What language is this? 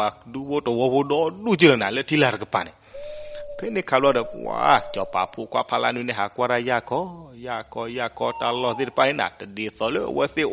S'gaw Karen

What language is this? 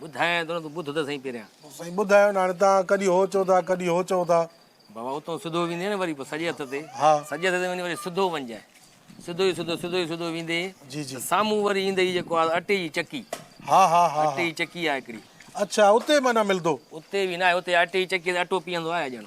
Sindhi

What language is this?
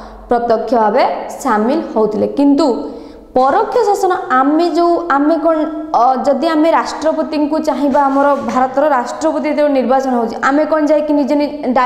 Odia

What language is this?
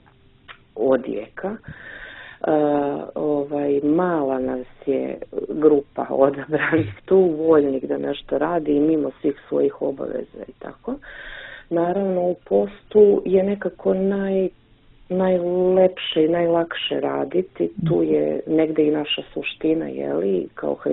Serbian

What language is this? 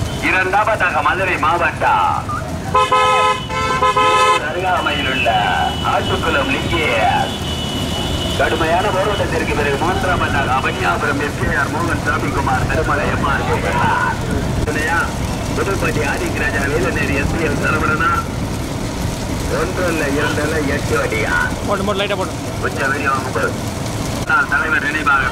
Tamil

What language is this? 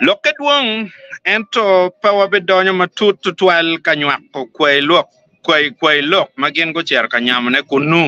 Acoli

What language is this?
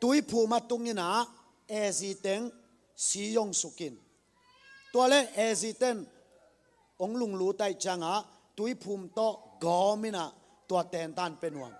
Tedim Chin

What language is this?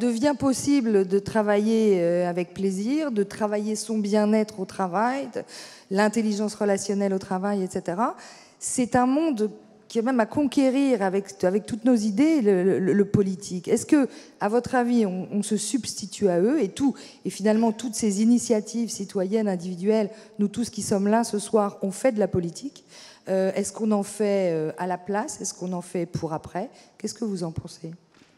French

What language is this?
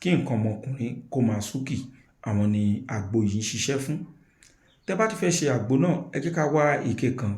Yoruba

